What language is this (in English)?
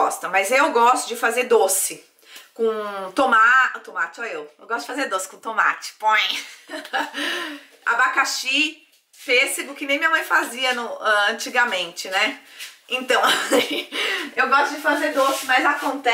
Portuguese